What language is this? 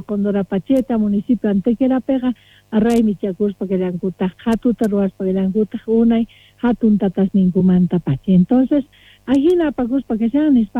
Quechua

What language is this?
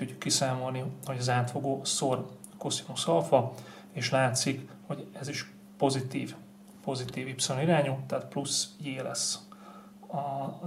Hungarian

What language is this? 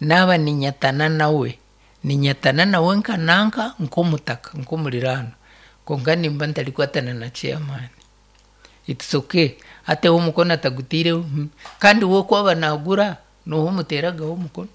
Nyankole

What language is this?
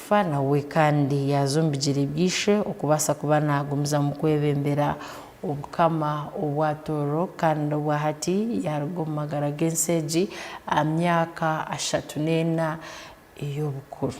Tooro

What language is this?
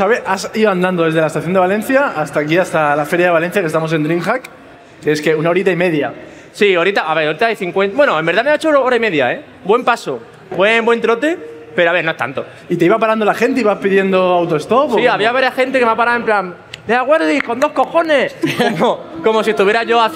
Spanish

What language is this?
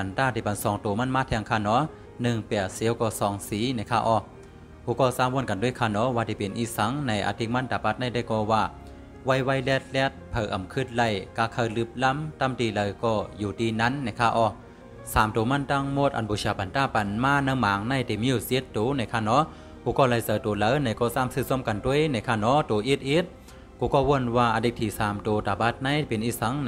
Shan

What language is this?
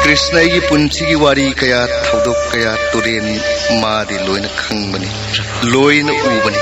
Manipuri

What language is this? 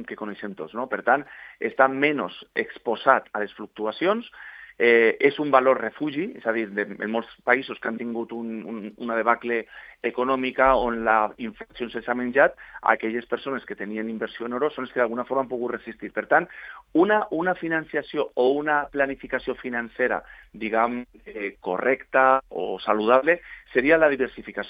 Catalan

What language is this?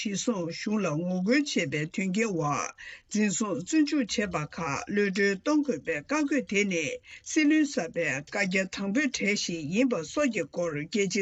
Tibetan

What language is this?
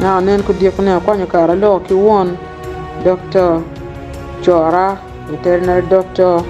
Acoli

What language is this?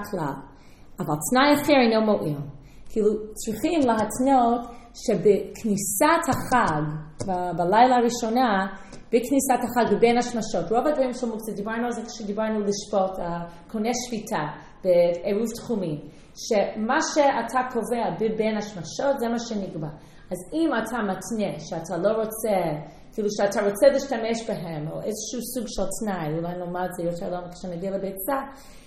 Hebrew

